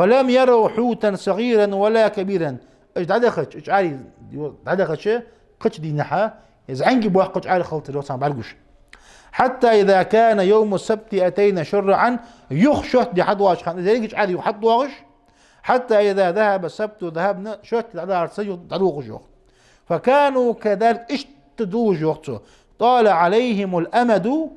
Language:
Ingush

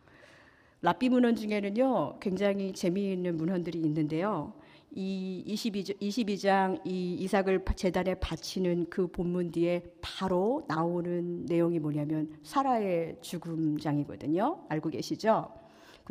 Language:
Korean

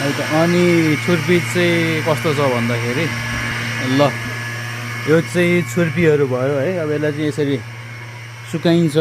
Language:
Nepali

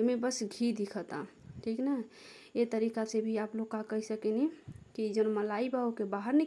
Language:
Bhojpuri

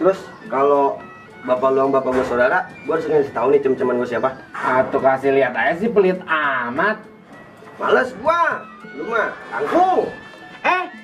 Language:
Betawi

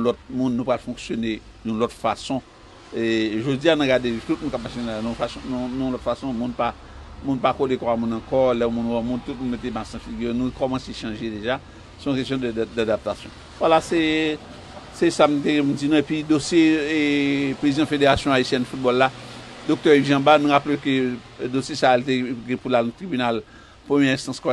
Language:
Haitian Creole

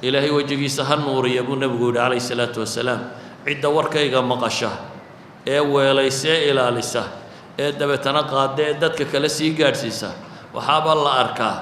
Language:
Somali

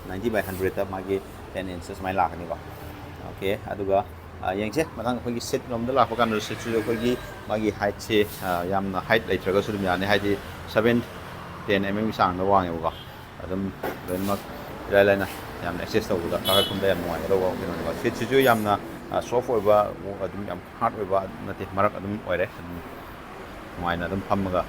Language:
Manipuri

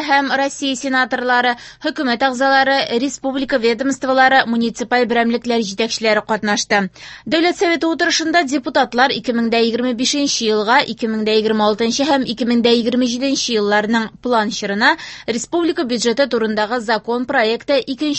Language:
Tatar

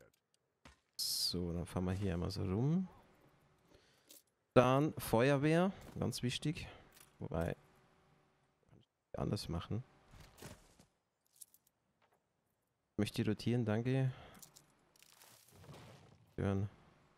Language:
German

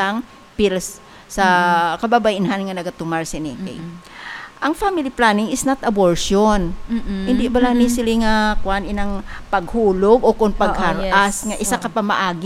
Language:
Hiligaynon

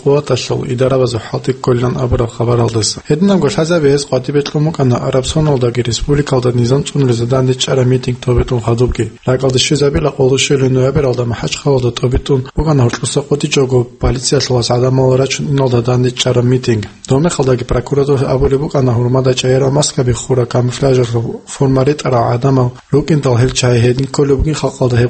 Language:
Avaric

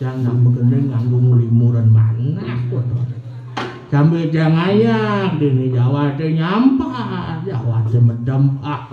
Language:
Balinese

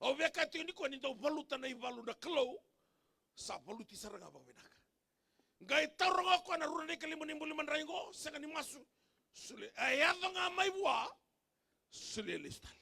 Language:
Fijian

